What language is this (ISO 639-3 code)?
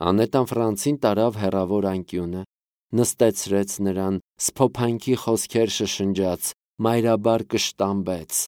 hye